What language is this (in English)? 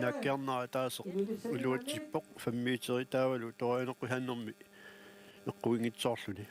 Kalaallisut